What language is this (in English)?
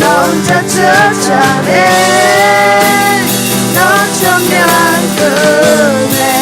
Akha